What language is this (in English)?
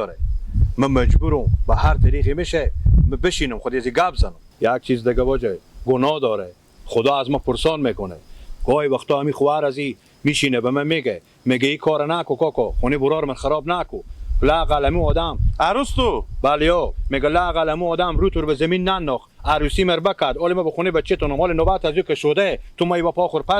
Persian